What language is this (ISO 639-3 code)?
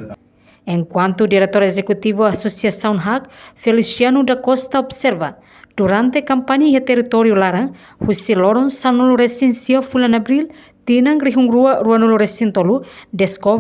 tet